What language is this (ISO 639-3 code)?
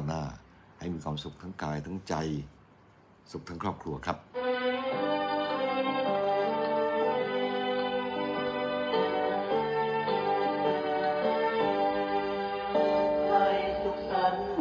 tha